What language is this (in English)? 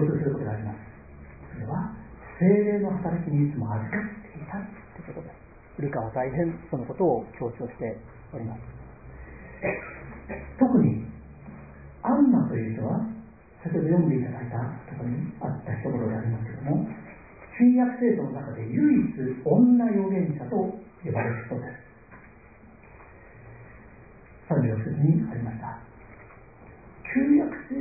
Japanese